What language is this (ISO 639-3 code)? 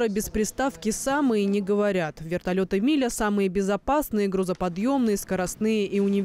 rus